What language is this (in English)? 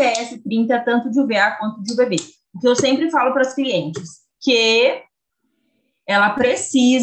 Portuguese